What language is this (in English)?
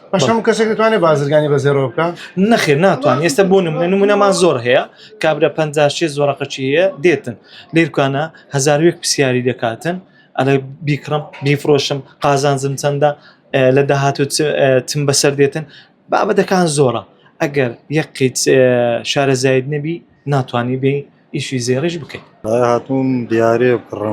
Central Kurdish